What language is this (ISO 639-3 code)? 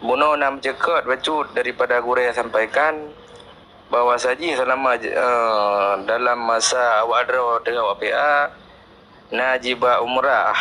ace